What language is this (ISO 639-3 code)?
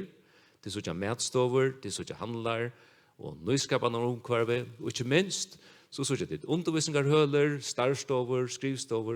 fao